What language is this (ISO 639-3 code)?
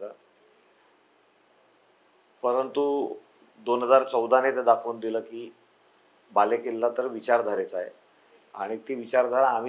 mar